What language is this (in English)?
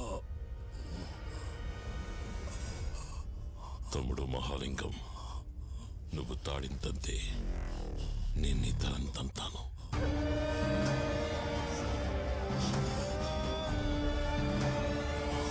Telugu